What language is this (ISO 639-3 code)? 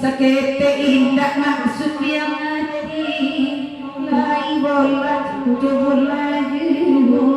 min